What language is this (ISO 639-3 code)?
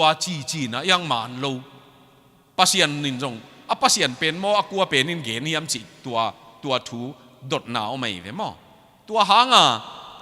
ctd